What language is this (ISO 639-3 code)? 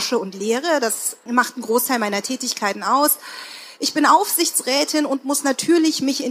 deu